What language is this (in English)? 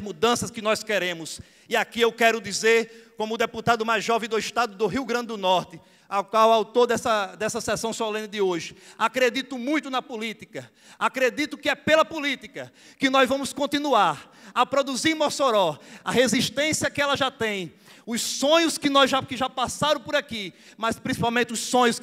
Portuguese